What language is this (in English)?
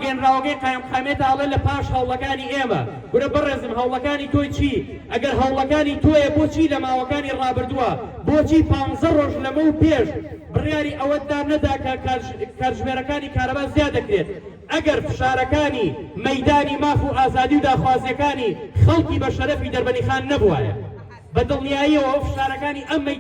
Central Kurdish